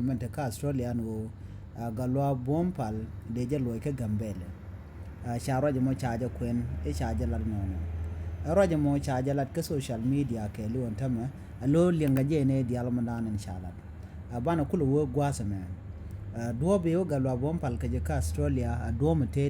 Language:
Nuer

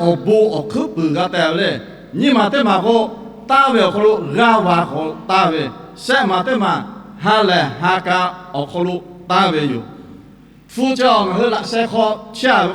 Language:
Lahu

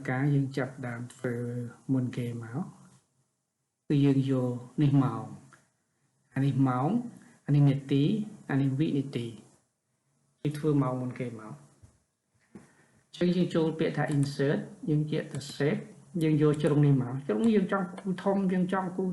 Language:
Khmer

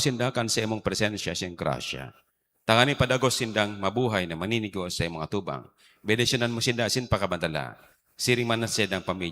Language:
Bikol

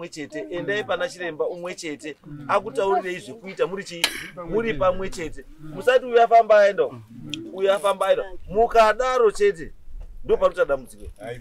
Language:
Shona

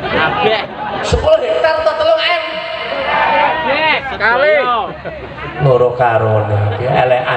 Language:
Javanese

